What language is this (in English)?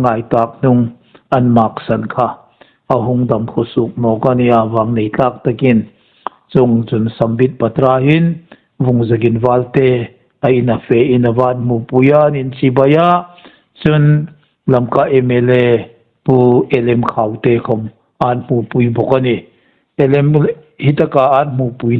Hmar